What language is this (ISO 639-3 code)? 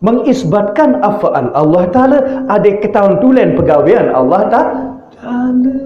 sas